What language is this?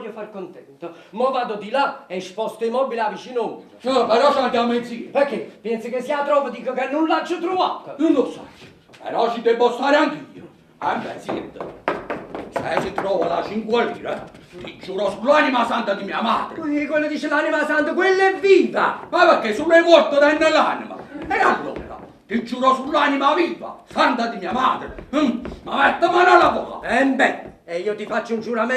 Neapolitan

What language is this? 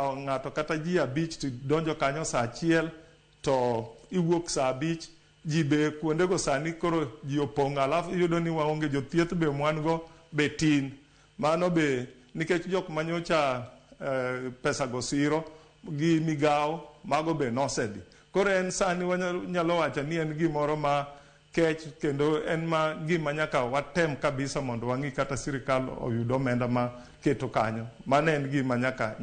Luo (Kenya and Tanzania)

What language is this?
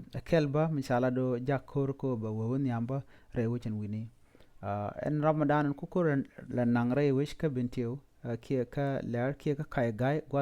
Nuer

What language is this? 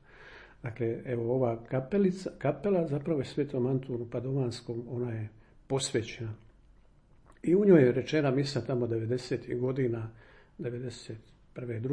Croatian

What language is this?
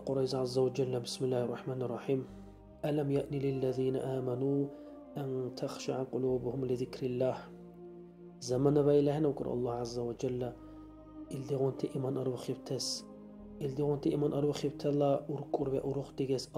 Dargwa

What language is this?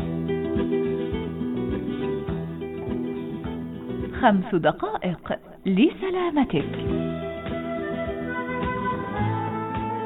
Arabic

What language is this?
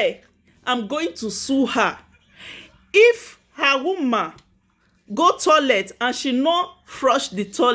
Nigerian Pidgin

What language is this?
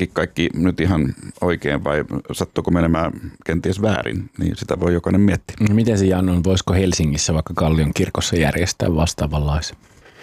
Finnish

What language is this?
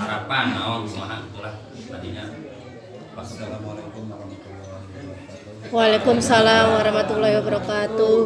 Sundanese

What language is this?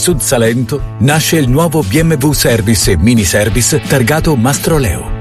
Italian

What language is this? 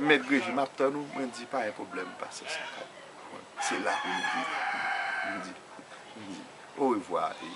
Haitian Creole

